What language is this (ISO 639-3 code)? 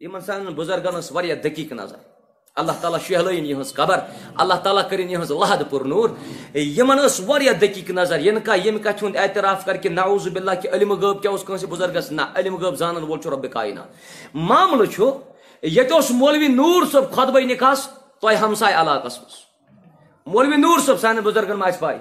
kas